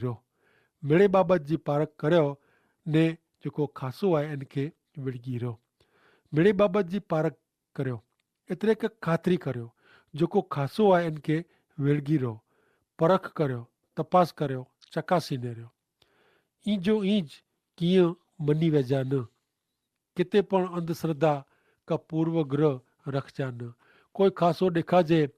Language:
Kachhi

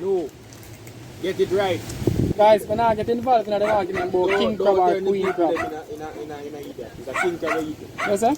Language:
Jamaican Creole English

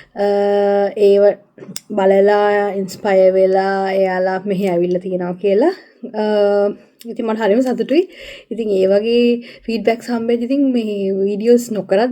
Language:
Sinhala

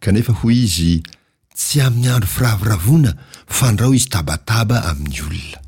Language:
Malagasy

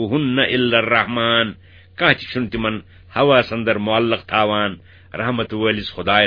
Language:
Kashmiri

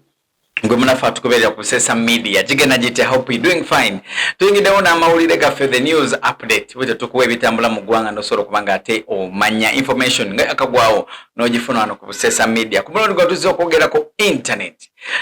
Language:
Ganda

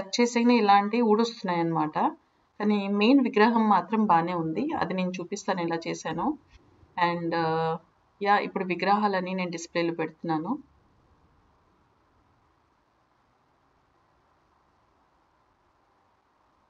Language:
Telugu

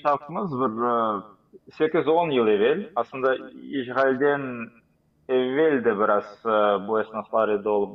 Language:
Crimean Tatar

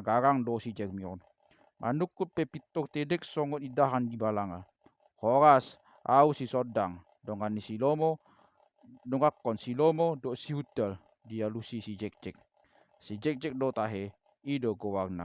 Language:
Batak Toba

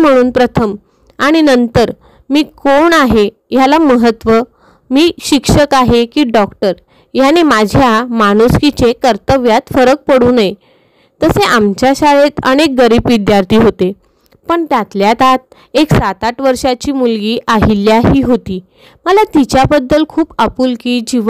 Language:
Marathi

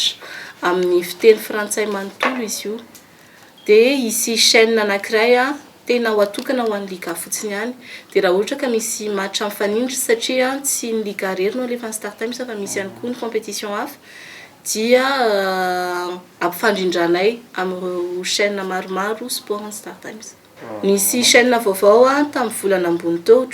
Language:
Malagasy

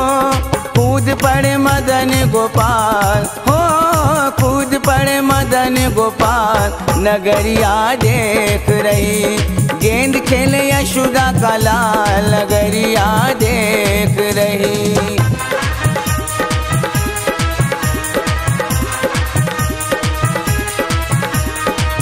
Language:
Bhojpuri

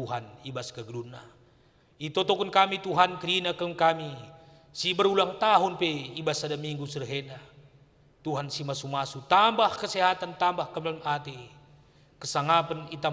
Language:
Batak Karo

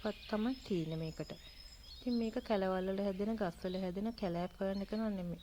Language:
Sinhala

